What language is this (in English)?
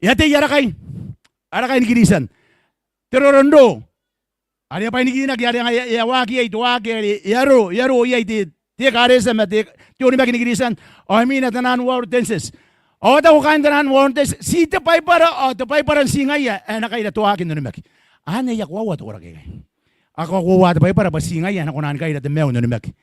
Gilbertese